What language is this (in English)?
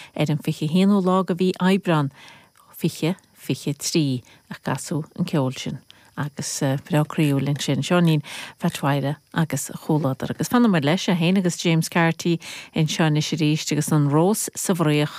Irish